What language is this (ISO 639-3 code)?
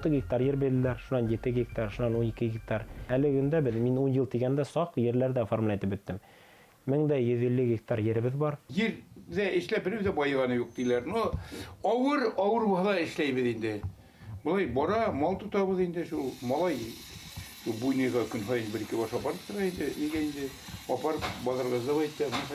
bak